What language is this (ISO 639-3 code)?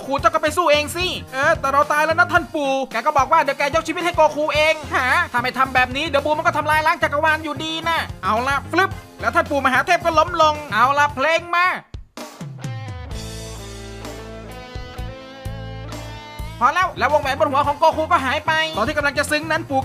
tha